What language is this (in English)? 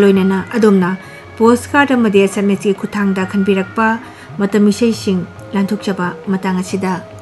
Manipuri